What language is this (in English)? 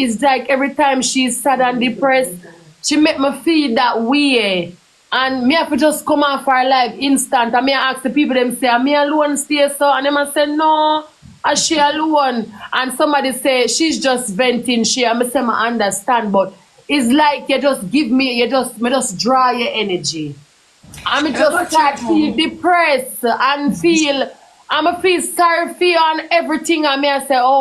Jamaican Creole English